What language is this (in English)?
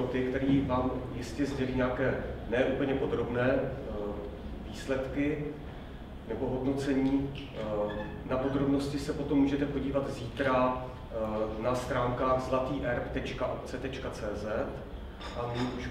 Czech